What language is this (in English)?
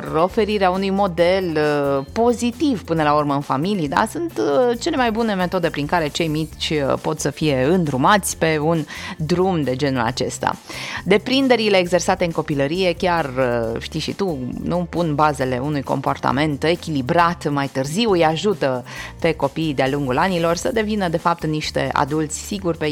Romanian